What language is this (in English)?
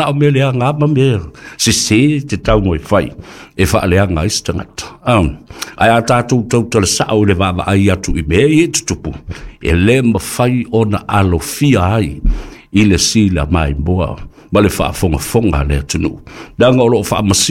Samoan